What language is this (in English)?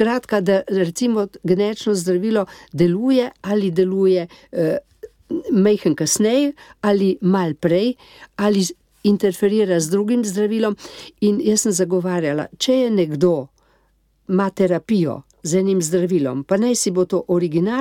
Slovenian